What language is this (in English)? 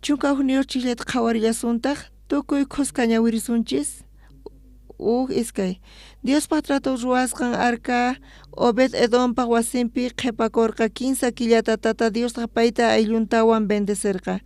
South Bolivian Quechua